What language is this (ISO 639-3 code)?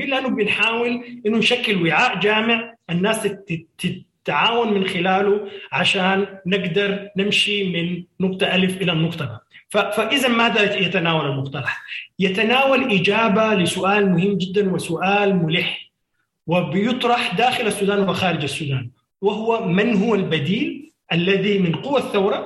apd